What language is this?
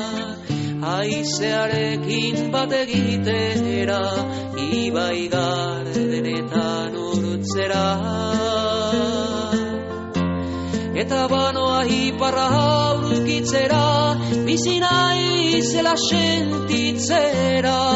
Basque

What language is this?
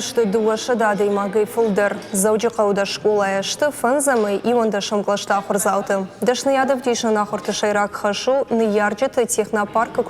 Ossetic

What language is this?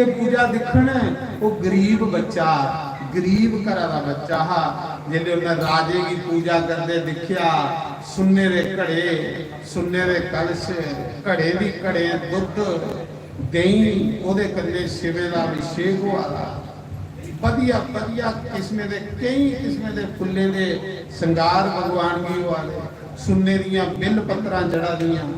Dogri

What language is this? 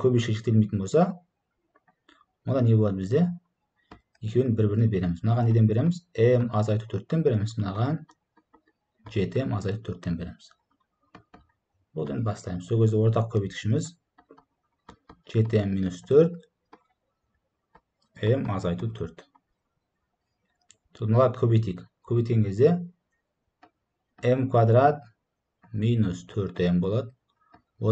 Kazakh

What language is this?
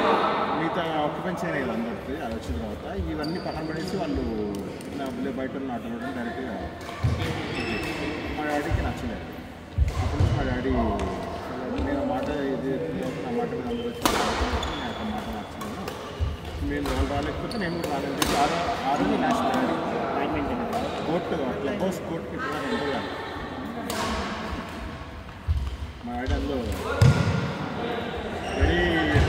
Telugu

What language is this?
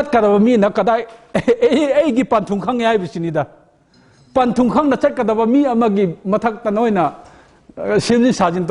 Manipuri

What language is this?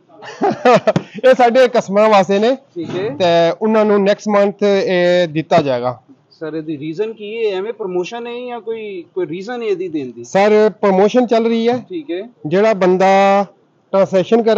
Punjabi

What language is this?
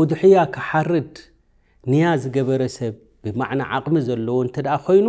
Tigrinya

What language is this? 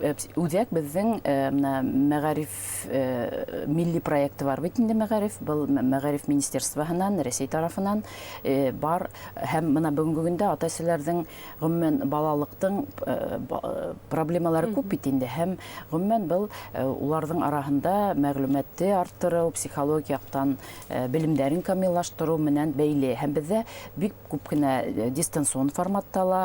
Bashkir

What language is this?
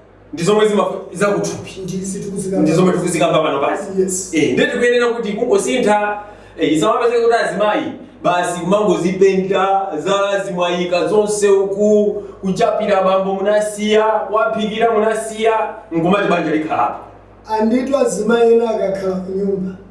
Nyanja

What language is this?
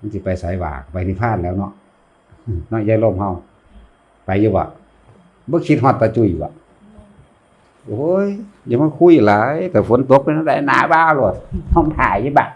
Northeastern Thai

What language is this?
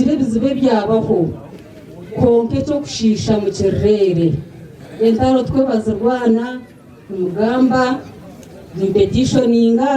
Nyankole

